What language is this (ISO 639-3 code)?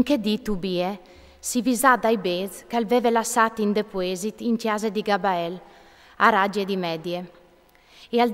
fur